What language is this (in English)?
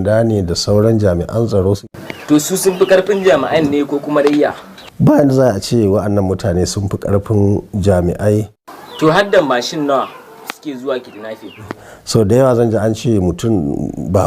Hausa